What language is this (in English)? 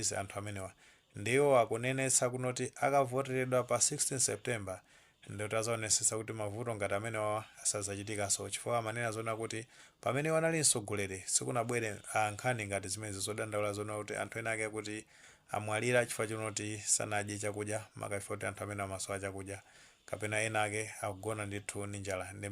Nyanja